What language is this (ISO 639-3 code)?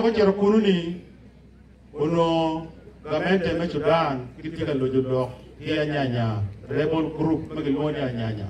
ach